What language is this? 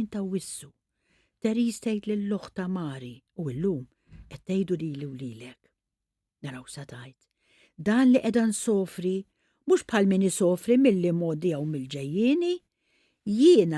Maltese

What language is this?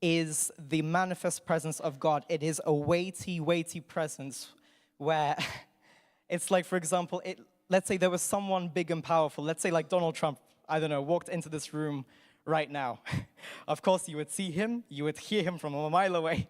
English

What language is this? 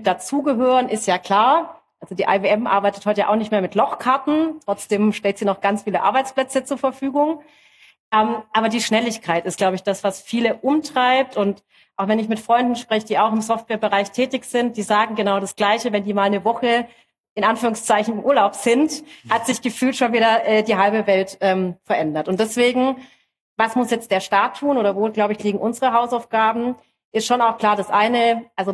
German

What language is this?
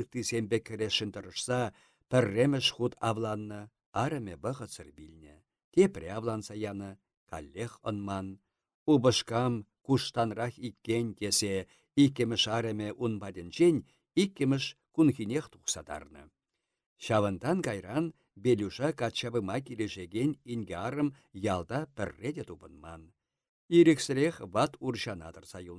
Chuvash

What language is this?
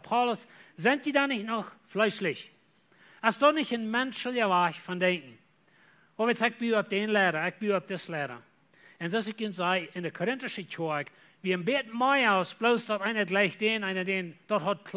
Plautdietsch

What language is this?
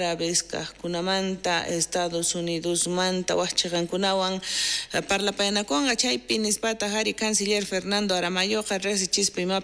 South Bolivian Quechua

